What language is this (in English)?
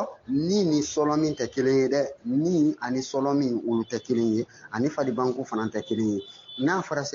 Bambara